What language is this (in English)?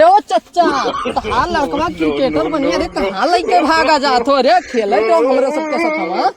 Awadhi